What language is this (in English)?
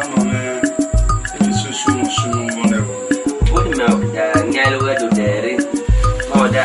Esan